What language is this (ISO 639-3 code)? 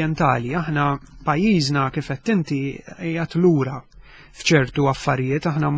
mlt